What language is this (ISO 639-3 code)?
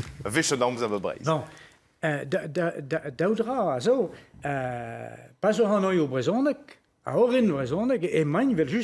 bre